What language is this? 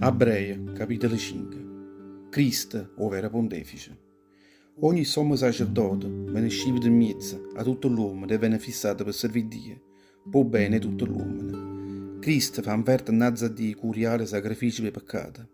Neapolitan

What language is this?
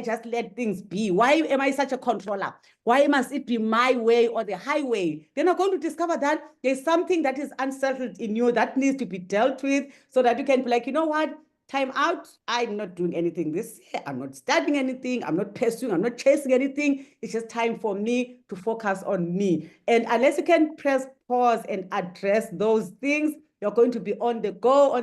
English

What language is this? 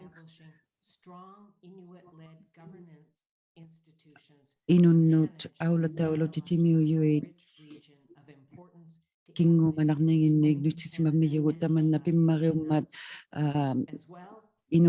Inuktitut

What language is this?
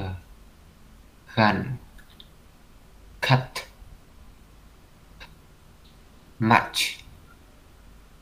Vietnamese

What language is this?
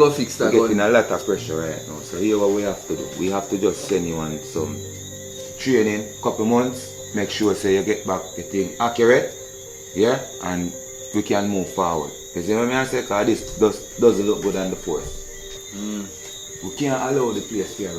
Jamaican Creole English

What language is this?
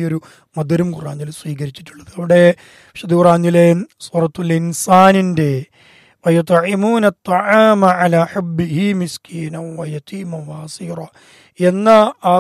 Malayalam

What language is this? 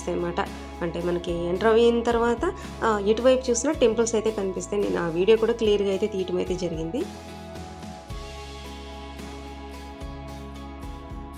Telugu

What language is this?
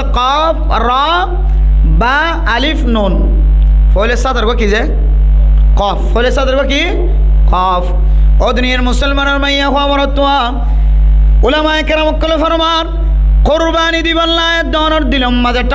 Rohingya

